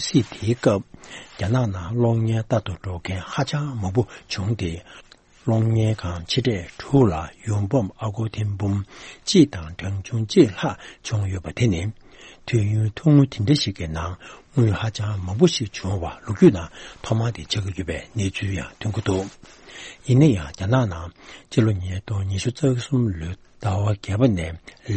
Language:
Tibetan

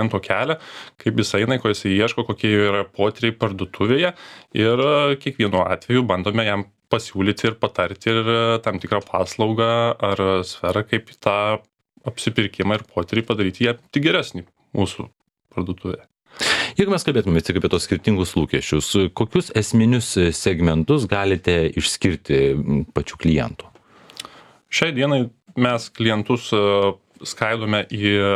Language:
Lithuanian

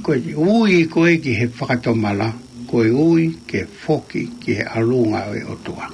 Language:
Tongan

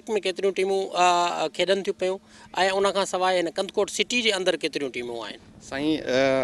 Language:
Sindhi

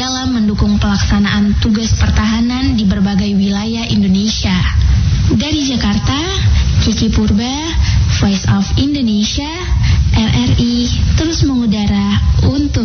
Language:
Indonesian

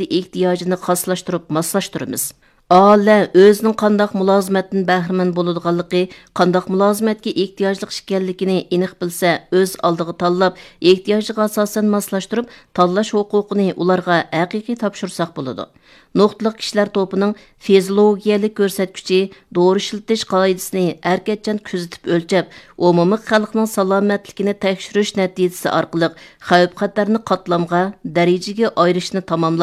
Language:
Uyghur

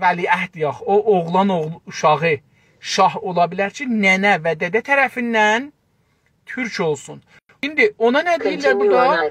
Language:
South Azerbaijani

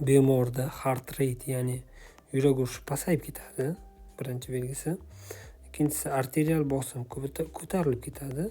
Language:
Uzbek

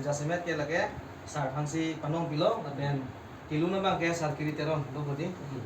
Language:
Karbi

